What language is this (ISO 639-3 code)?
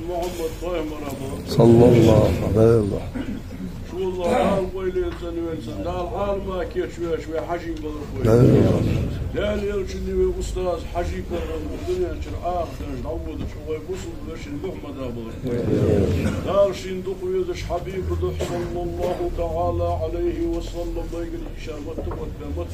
inh